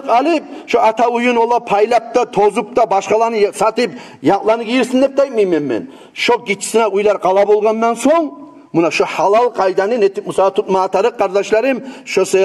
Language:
Kumyk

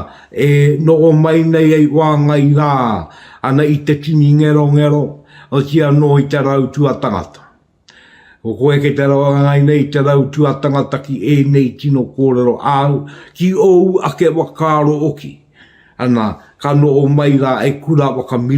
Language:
Māori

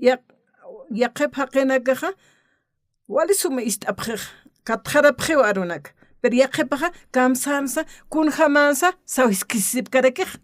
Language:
Aymara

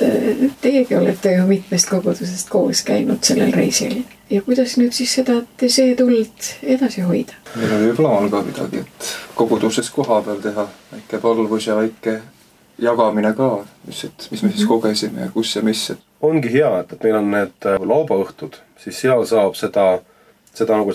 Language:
Estonian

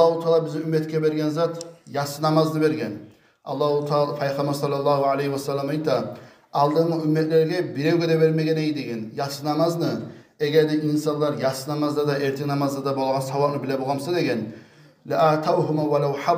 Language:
Kumyk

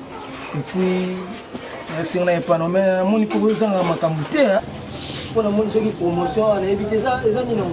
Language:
Lingala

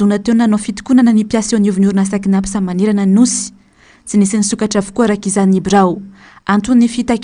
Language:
Malagasy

